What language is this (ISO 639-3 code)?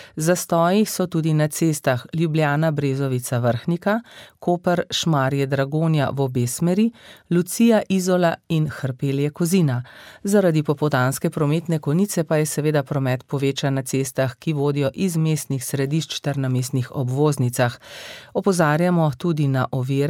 slv